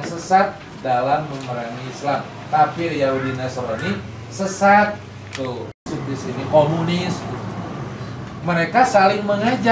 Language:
Indonesian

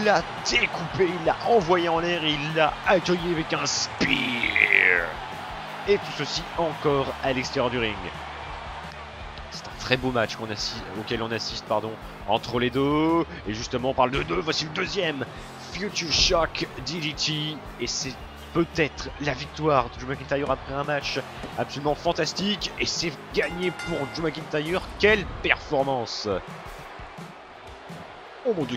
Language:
French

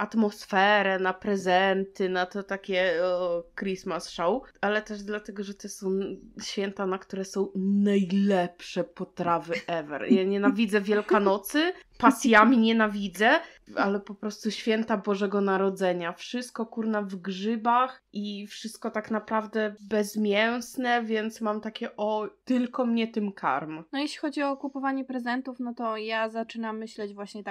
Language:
Polish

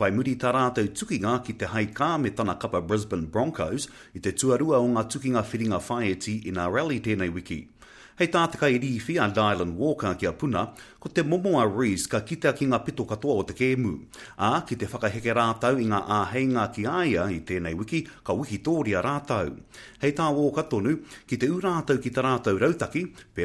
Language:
Māori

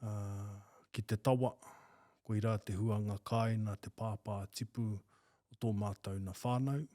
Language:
Māori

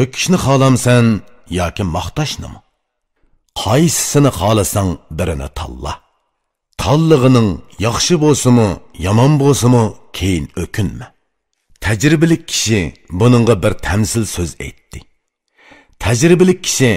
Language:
Uyghur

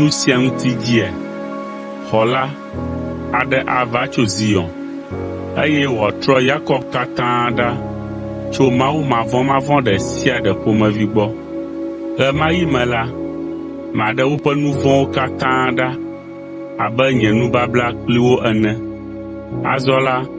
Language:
Ewe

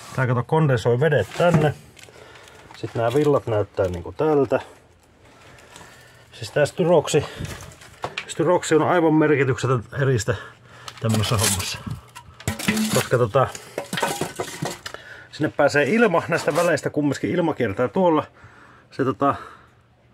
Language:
Finnish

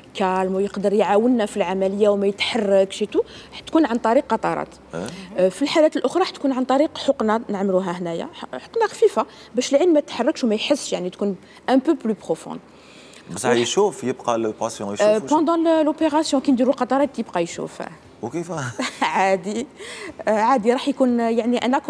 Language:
Algerian Arabic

